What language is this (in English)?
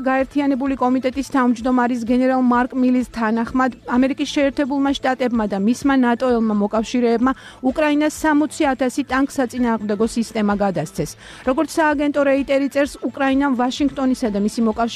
Georgian